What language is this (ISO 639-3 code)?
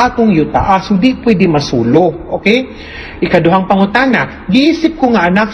ceb